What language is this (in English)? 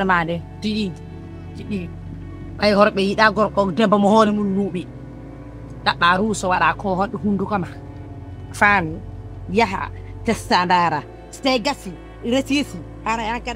Fula